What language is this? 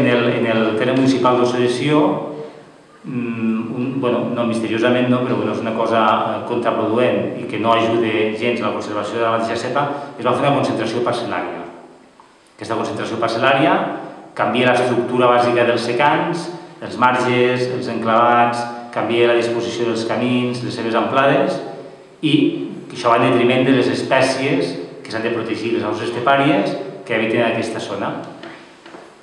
Catalan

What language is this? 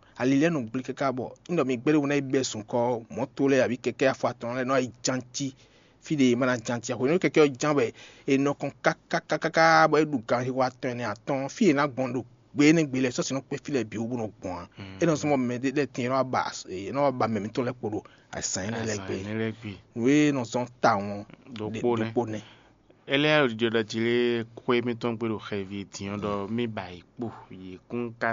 Fon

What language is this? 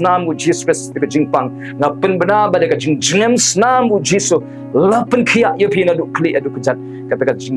Khasi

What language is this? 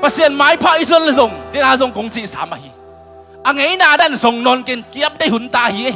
Tedim Chin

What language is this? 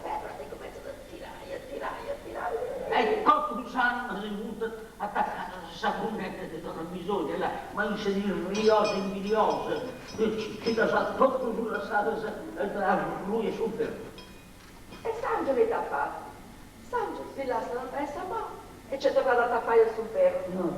Sardinian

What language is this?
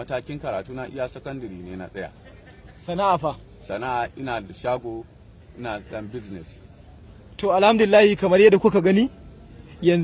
Hausa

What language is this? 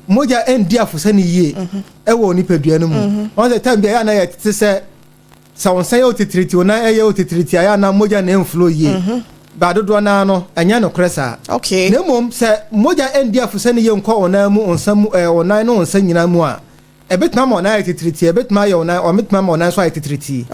Akan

